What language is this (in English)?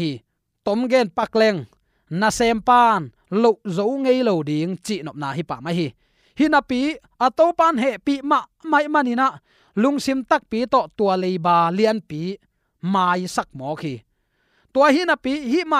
Tedim Chin